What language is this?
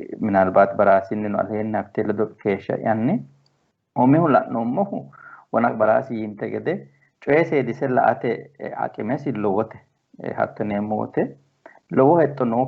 Sidamo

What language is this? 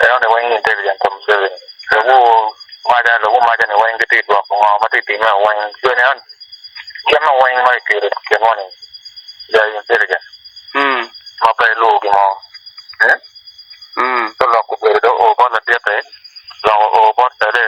Acoli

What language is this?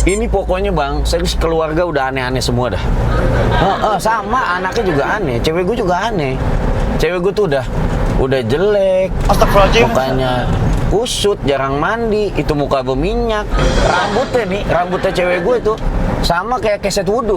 Betawi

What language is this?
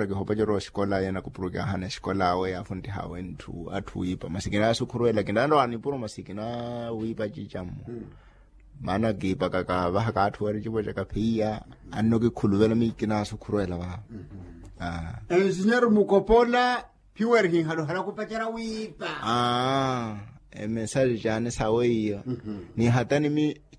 Makhuwa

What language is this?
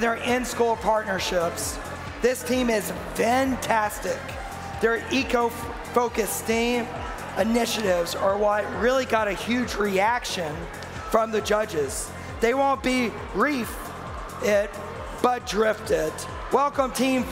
English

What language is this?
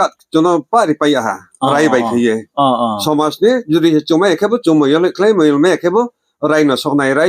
Riang (India)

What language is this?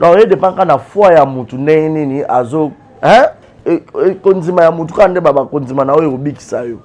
Lingala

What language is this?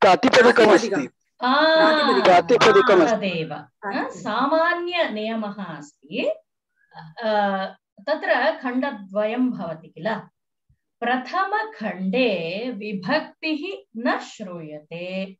Sanskrit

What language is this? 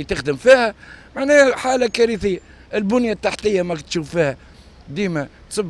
Tunisian Arabic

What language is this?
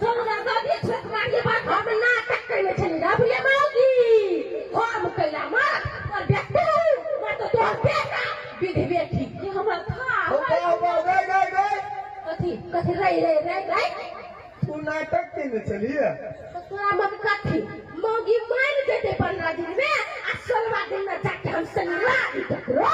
Maithili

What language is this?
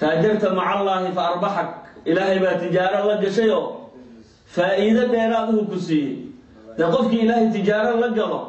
Somali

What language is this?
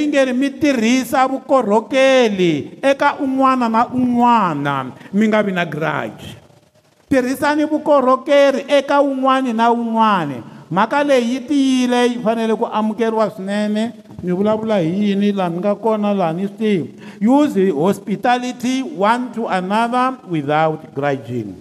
Tsonga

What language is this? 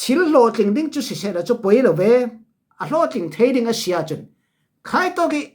Falam Chin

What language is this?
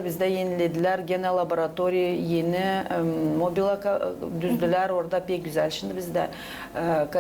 Gagauz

